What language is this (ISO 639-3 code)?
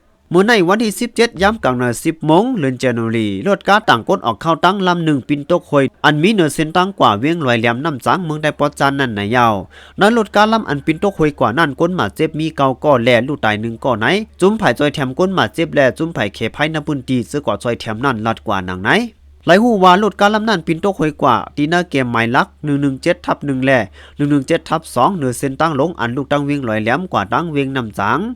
shn